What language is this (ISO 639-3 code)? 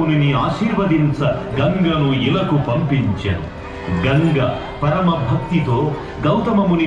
tel